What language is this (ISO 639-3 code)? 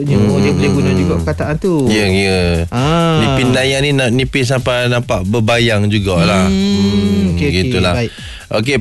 msa